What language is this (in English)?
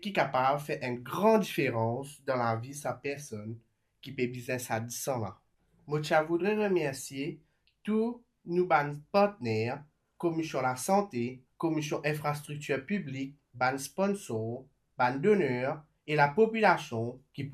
Morisyen